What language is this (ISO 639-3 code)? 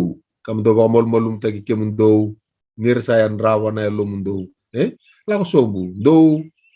fij